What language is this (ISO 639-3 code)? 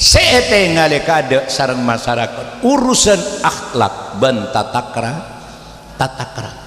mad